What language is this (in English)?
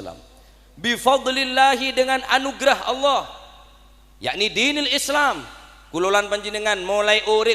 Madurese